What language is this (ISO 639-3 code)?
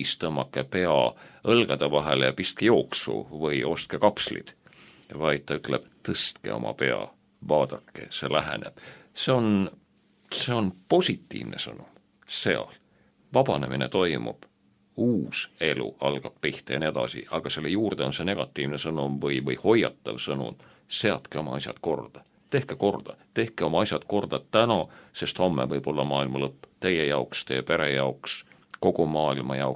est